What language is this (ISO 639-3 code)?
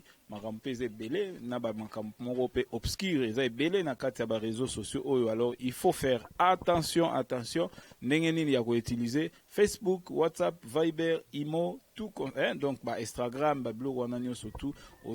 lin